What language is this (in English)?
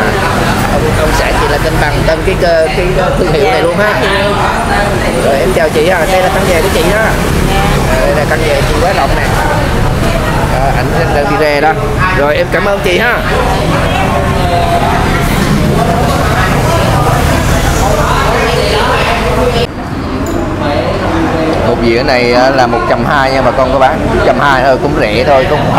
Vietnamese